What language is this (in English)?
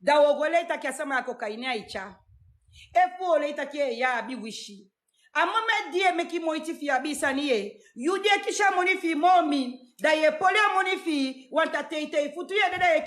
Sranan Tongo